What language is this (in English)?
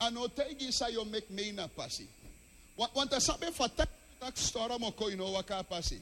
Sranan Tongo